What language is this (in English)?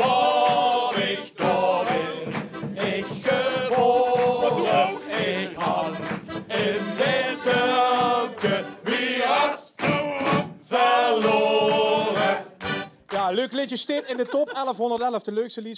Limburgish